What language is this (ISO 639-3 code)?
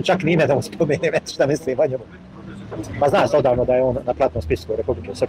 bos